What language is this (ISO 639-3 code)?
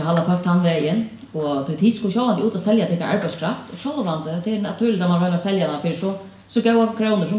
fao